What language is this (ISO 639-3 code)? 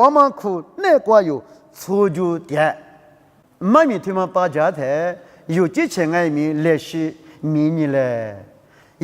lis